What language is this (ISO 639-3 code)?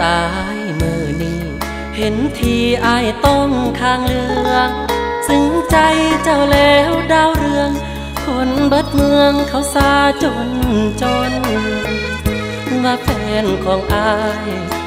tha